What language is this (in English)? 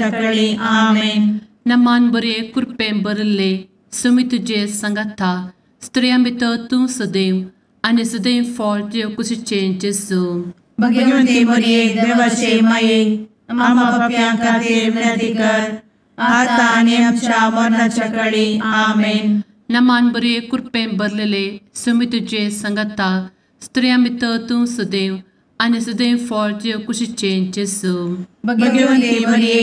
Konkani